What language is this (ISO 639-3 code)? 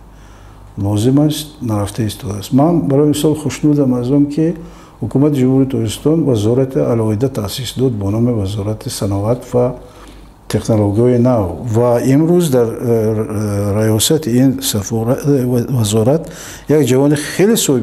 tgk